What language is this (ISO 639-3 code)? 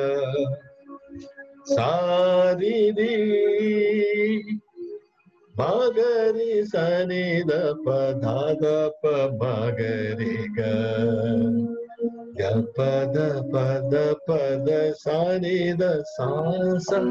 tel